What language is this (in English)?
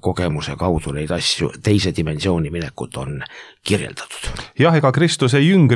Estonian